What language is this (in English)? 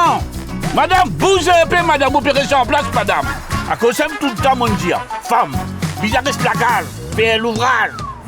Morisyen